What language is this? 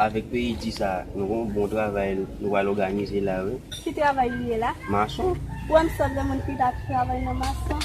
Haitian Creole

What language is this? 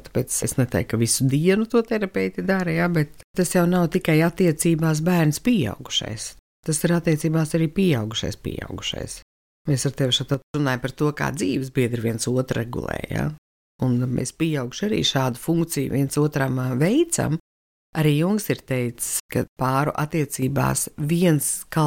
Latvian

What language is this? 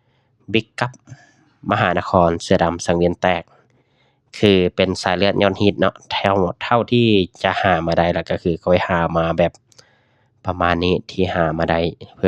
Lao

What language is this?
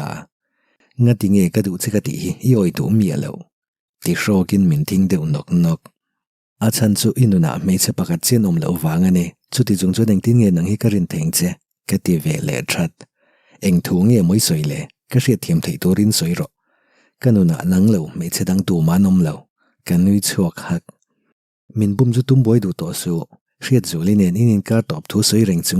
Mizo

